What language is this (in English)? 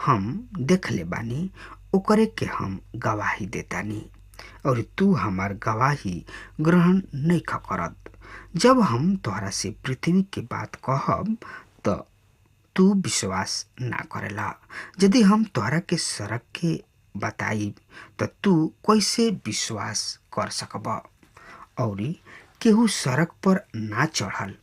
Bhojpuri